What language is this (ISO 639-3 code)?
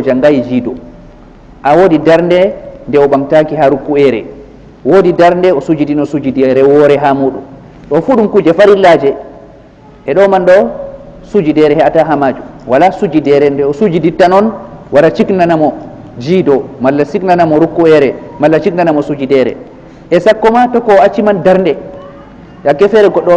ful